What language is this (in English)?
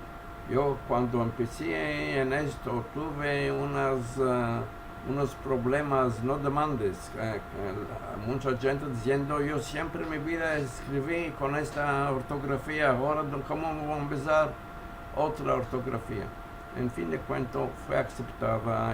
Ladino